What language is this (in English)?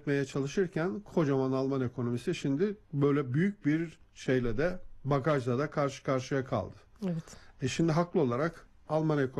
Turkish